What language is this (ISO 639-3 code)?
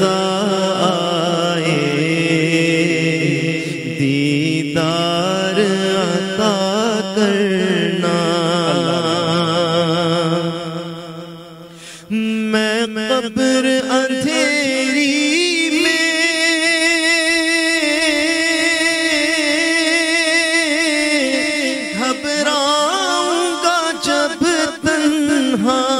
urd